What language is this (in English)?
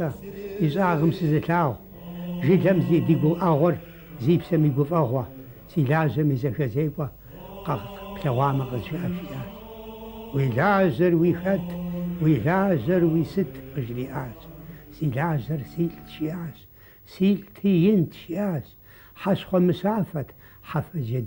Kabardian